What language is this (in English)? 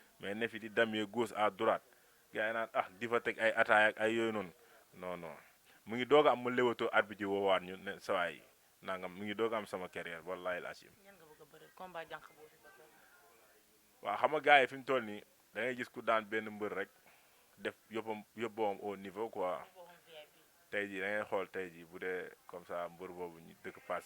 Wolof